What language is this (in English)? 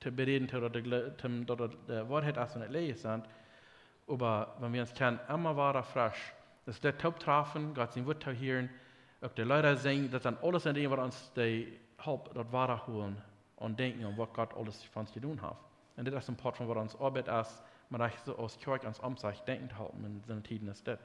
Plautdietsch